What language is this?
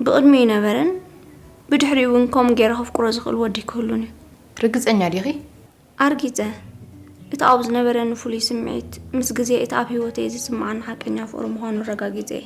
Tigrinya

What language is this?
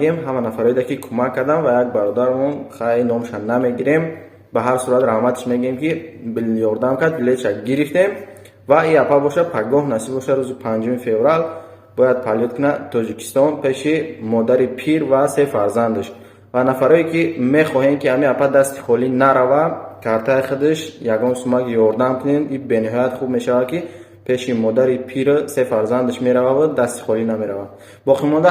Tajik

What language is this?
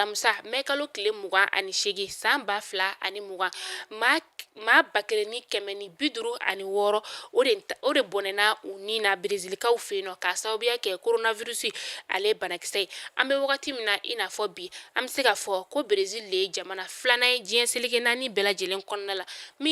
Bambara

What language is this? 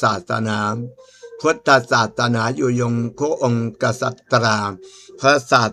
Thai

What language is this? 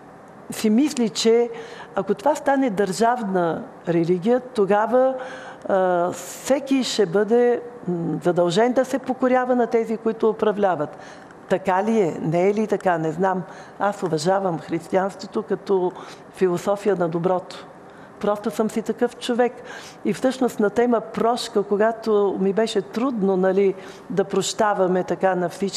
Bulgarian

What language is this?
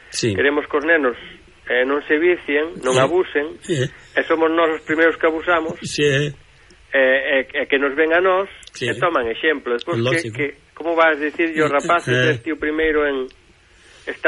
Galician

